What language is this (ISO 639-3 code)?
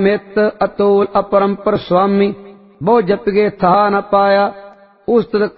pan